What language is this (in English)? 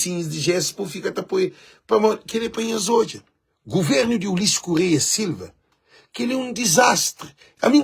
Kabuverdianu